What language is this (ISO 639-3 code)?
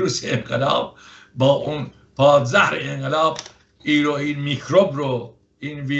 fas